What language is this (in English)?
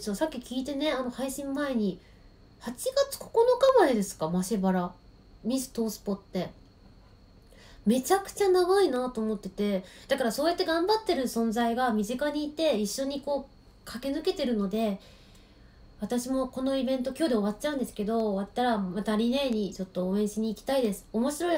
Japanese